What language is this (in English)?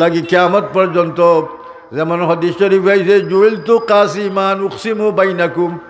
Sylheti